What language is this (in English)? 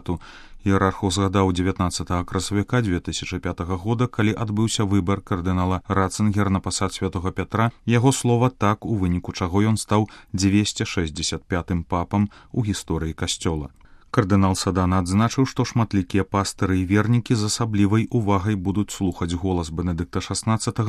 Belarusian